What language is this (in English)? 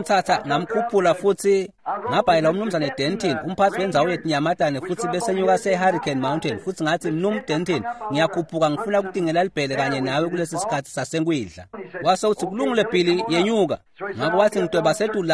Swati